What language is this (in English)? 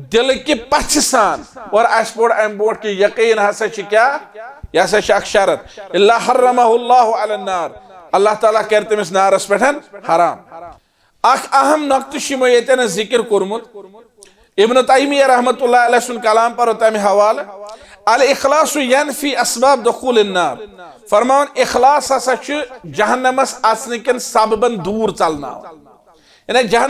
Kashmiri